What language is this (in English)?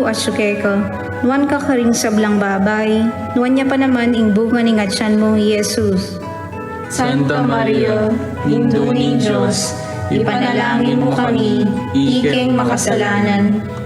Pampanga